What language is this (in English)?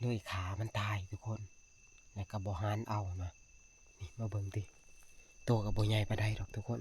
Northeastern Thai